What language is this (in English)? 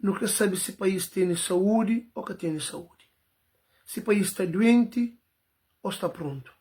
Kabuverdianu